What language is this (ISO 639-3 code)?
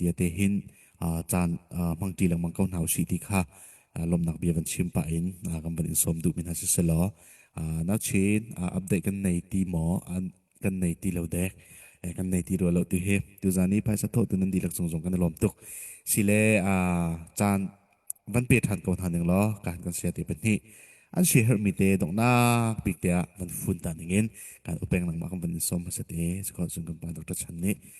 cnh